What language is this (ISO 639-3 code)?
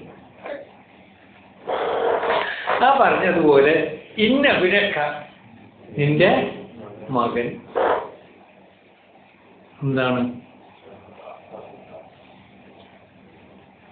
mal